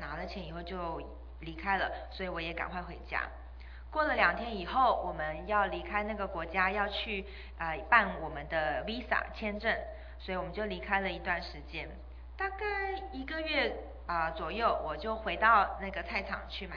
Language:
Chinese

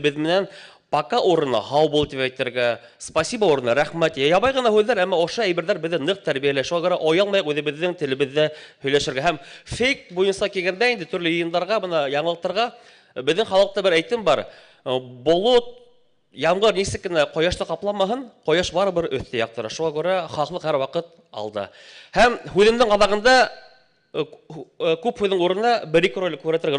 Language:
Bashkir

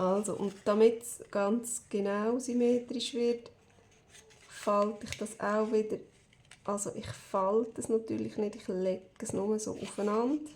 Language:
Swiss German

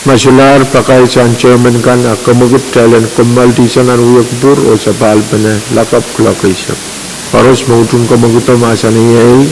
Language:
Pohnpeian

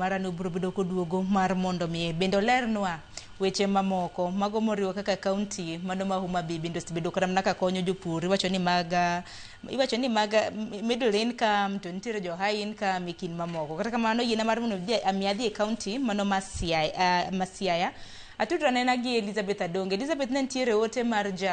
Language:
Luo (Kenya and Tanzania)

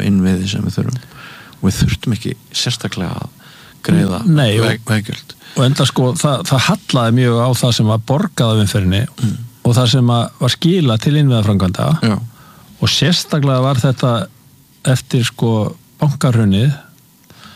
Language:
Icelandic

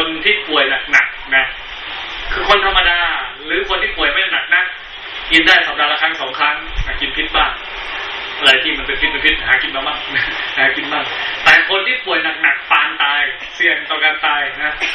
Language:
Thai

